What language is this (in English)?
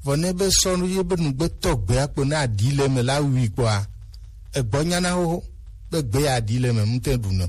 Gen